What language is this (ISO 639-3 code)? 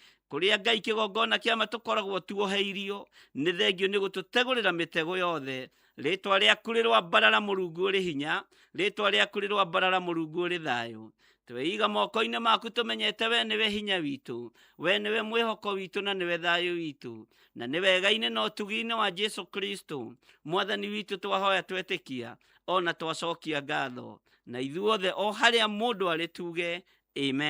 kik